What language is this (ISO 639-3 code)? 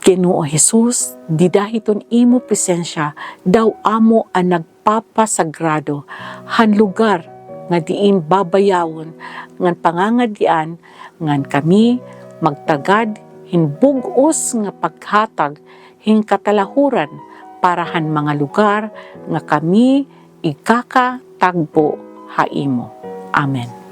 war